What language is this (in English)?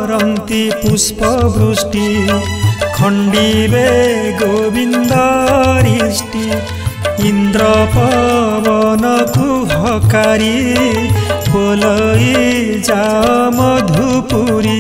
Odia